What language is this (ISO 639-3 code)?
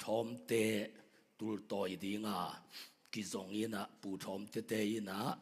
ctd